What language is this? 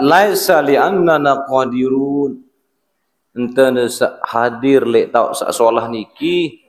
Sasak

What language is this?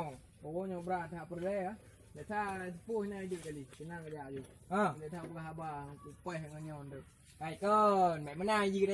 Achinese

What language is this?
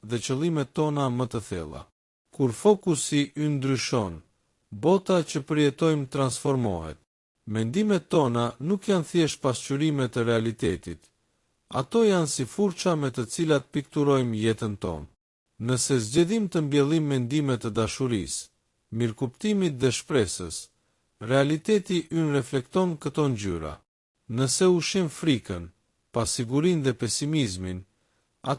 Albanian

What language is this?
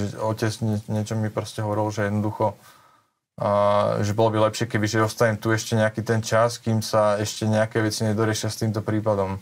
Slovak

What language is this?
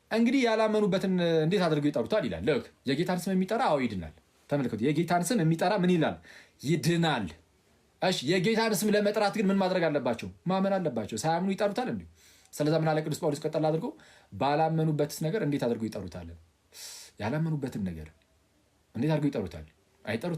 Amharic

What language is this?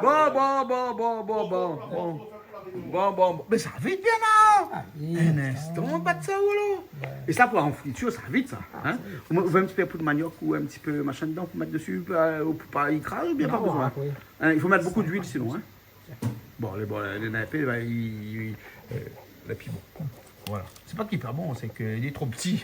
Réunion Creole French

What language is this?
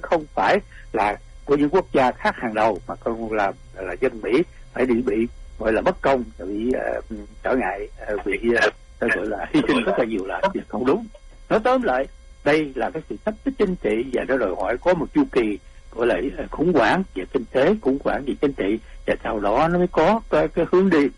Vietnamese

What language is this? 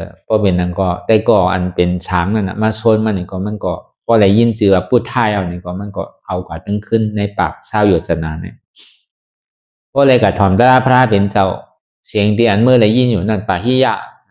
Shan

